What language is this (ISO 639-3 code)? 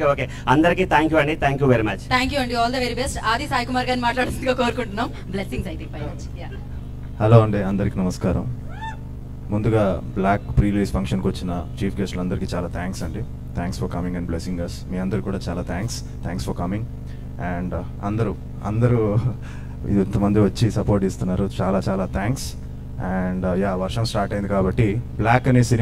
tel